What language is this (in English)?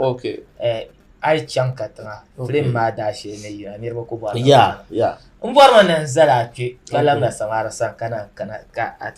Dagbani